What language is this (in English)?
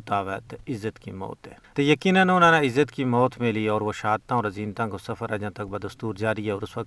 Gujari